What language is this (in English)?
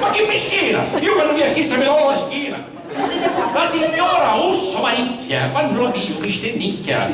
Sicilian